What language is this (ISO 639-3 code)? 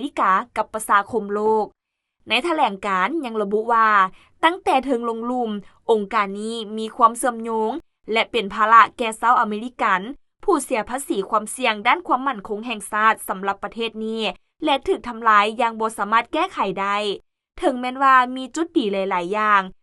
lao